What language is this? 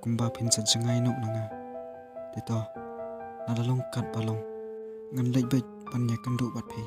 Khasi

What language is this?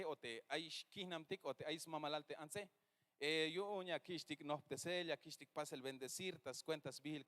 Tzeltal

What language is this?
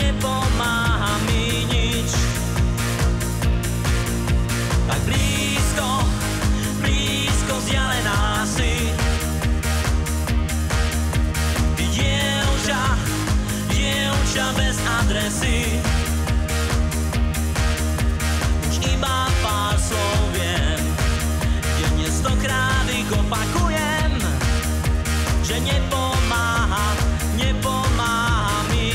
Slovak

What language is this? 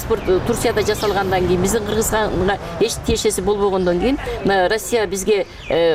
Kyrgyz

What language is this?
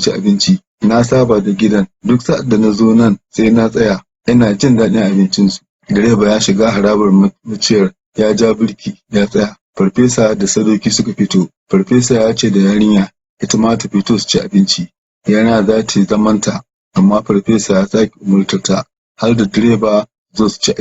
Hausa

